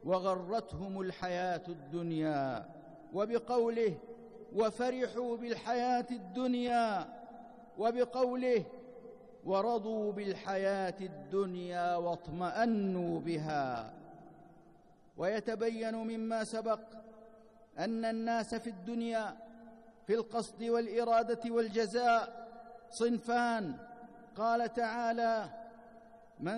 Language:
Arabic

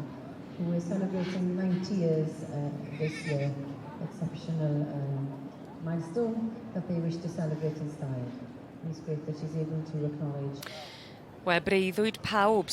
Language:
Welsh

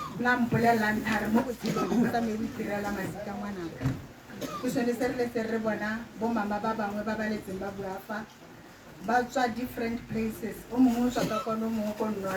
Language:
Tswana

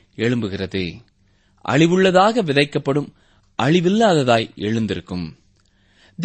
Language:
Tamil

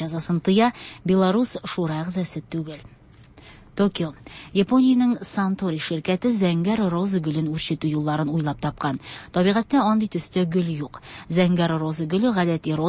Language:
Tatar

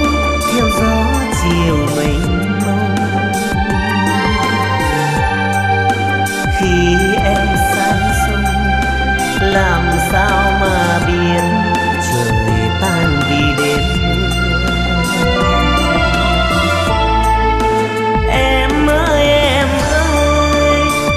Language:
Vietnamese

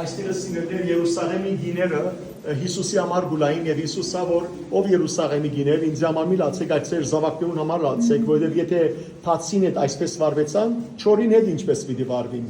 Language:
Western Armenian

